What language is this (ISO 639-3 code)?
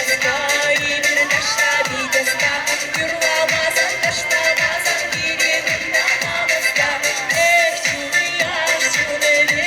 chv